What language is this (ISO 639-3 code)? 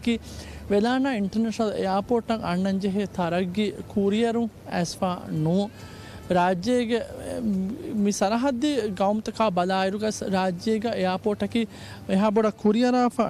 div